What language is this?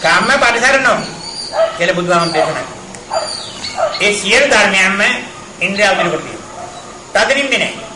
Sinhala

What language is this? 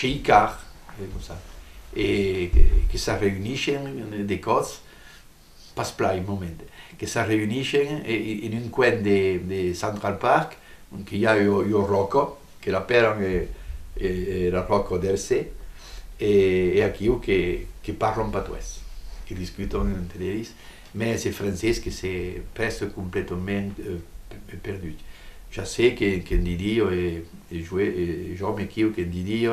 Occitan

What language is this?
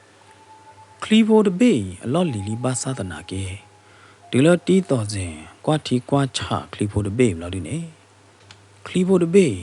S'gaw Karen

